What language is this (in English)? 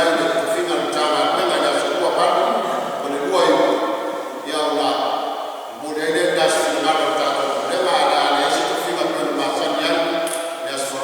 Samoan